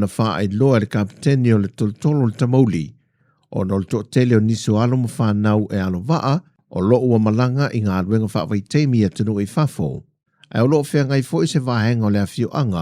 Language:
Samoan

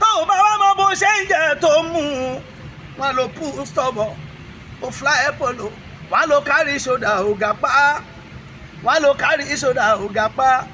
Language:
Yoruba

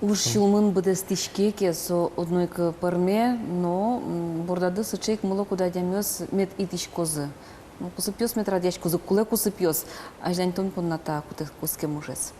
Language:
Udmurt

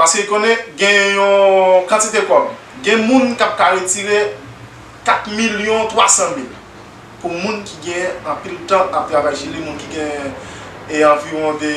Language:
Haitian Creole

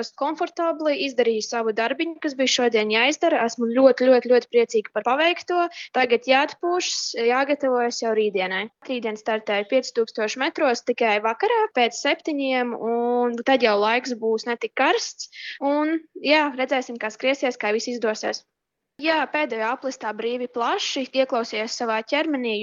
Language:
Latvian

